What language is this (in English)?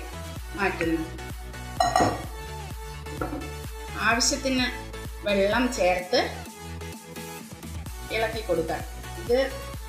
Malayalam